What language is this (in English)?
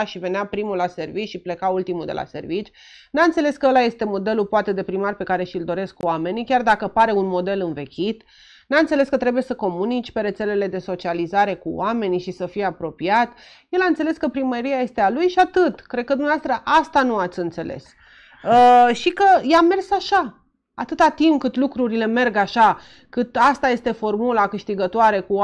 Romanian